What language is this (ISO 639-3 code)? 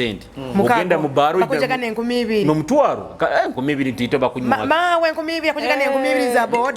nyo